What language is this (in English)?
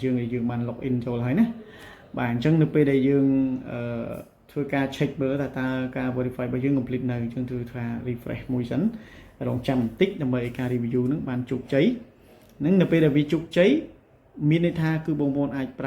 Khmer